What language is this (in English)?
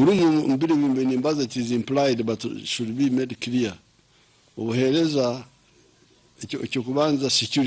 Nyankole